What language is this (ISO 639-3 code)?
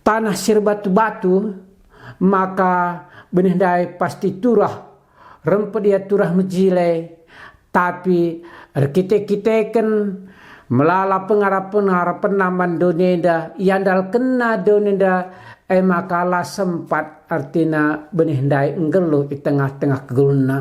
btx